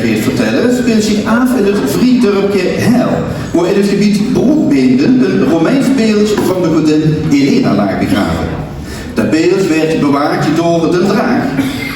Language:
Limburgish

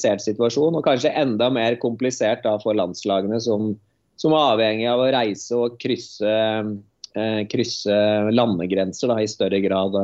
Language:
Norwegian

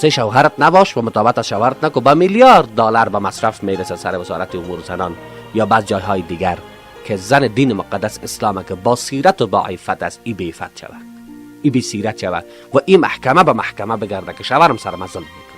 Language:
Persian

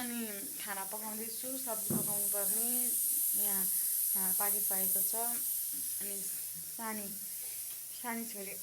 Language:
Nepali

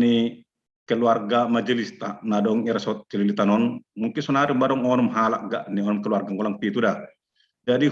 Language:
Batak Simalungun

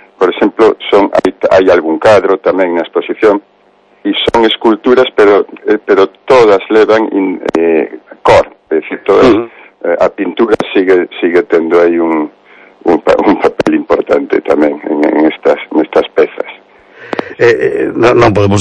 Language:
Galician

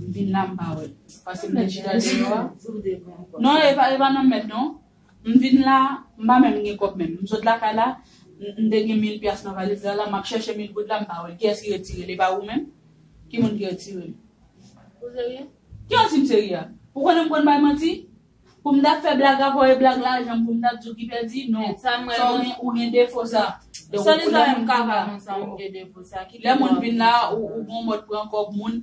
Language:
Haitian Creole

